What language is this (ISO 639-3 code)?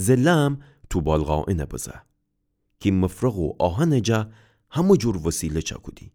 glk